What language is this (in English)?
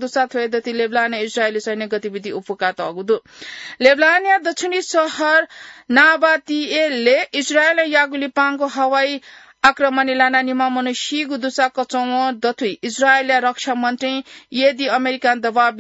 Newari